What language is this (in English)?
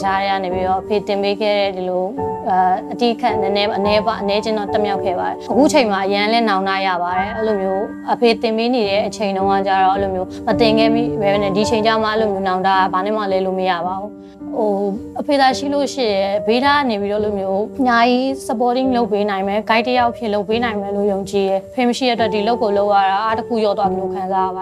Burmese